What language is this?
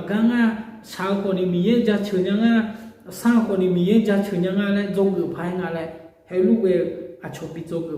Akha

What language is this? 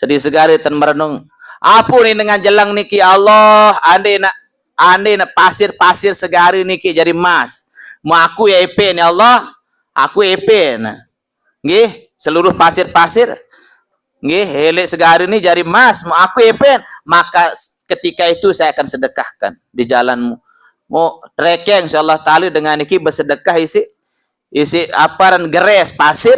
Sasak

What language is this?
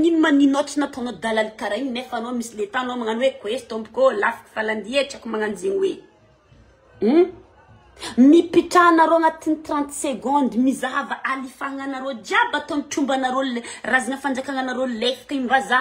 Malagasy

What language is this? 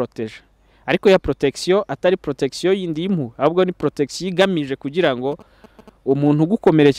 Kinyarwanda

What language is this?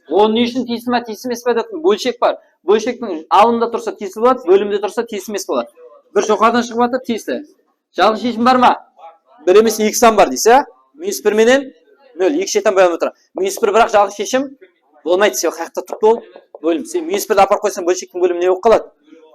Kara-Kalpak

